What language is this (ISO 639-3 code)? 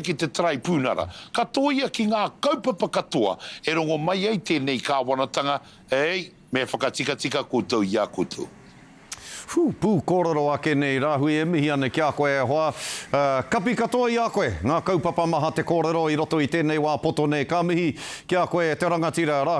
mri